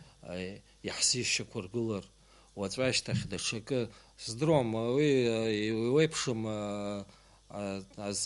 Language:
Abkhazian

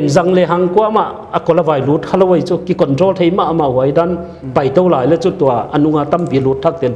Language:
Paite Chin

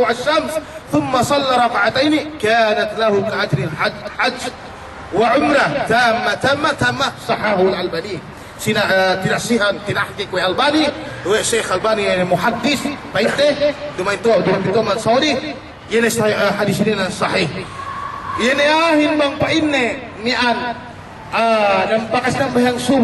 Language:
Yakan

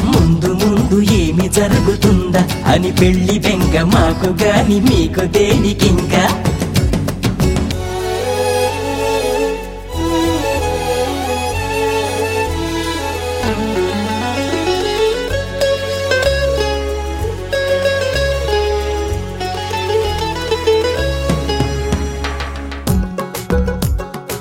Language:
Telugu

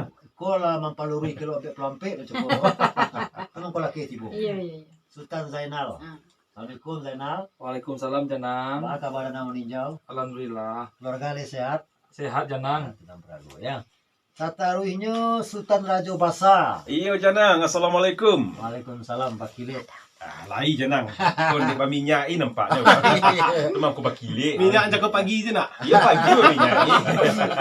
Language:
Minangkabau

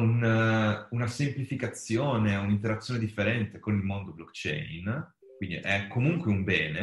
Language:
Italian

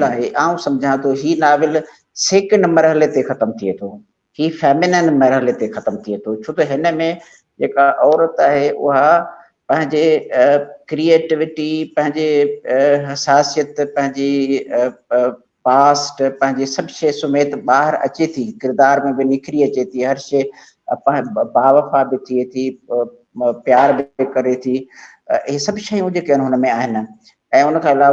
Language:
Sindhi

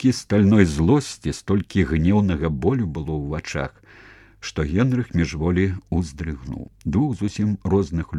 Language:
Belarusian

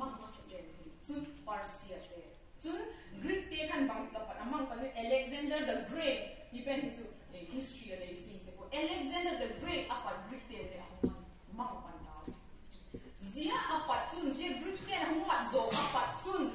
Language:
Vaiphei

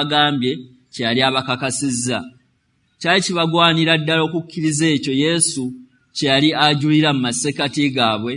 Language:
Ganda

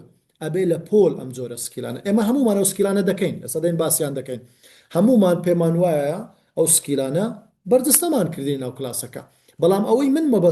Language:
Central Kurdish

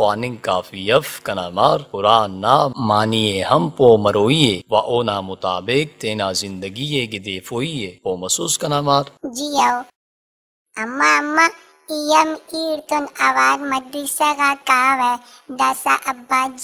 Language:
Brahui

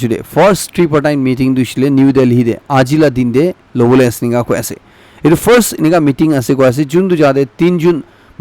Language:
Naga Pidgin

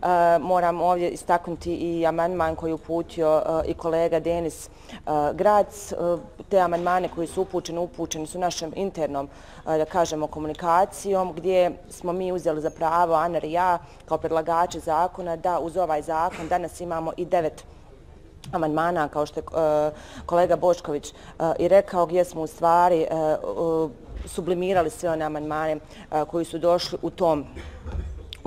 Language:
Bosnian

